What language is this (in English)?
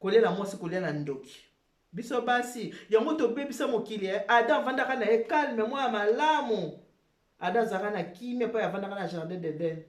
Lingala